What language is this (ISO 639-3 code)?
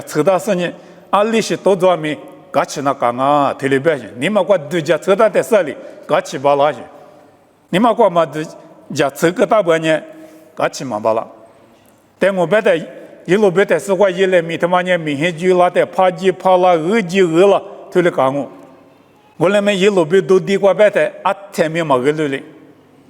lis